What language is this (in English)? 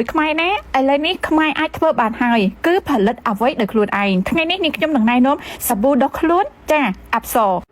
Khmer